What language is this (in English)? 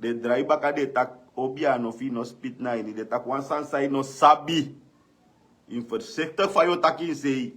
Sranan Tongo